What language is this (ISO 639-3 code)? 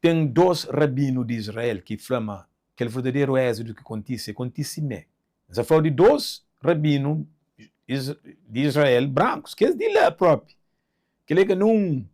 kea